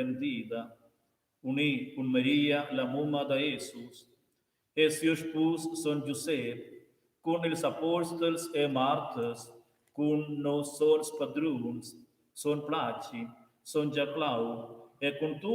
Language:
Romansh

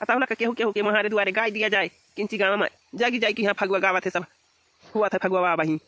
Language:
Awadhi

